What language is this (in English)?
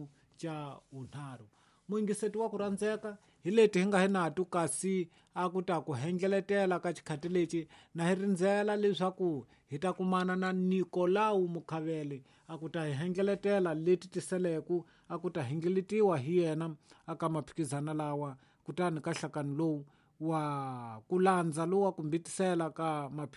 Tsonga